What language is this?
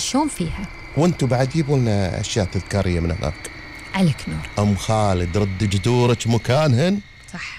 Gulf Arabic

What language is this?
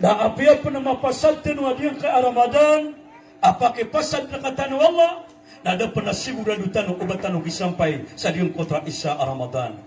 Maranao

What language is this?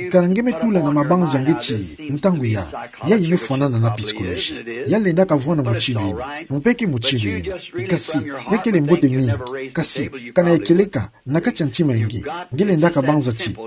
Kituba (Democratic Republic of Congo)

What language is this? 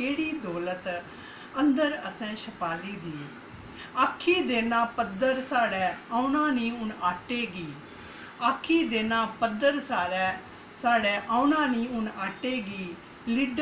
Dogri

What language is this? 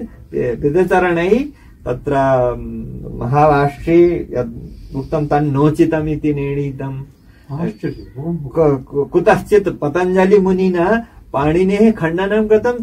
Sanskrit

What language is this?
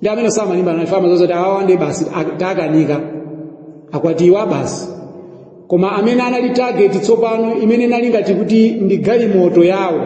Nyanja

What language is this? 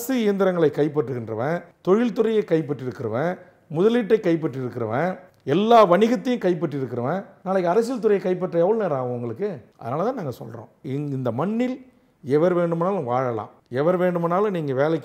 Tamil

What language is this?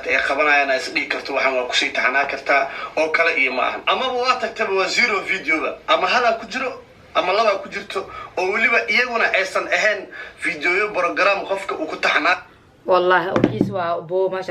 Somali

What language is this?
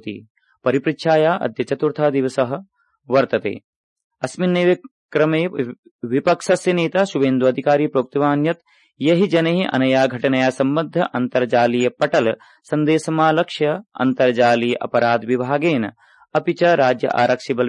Sanskrit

